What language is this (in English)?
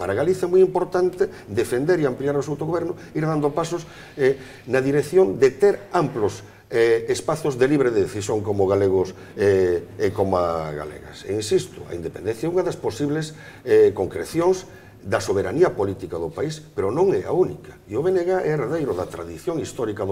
Galician